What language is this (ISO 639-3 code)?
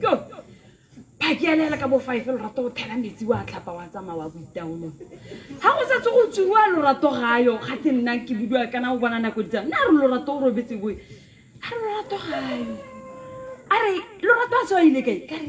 tsn